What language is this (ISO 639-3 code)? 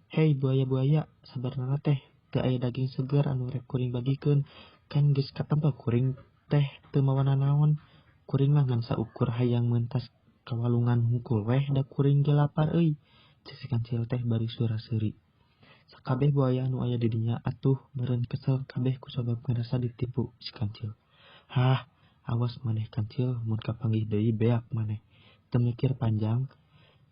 sun